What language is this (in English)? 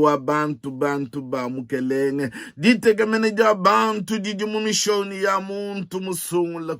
Luba-Lulua